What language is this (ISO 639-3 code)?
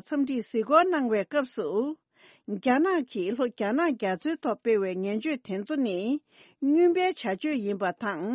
bod